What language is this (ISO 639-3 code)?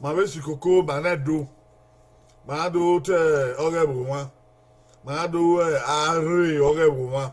bin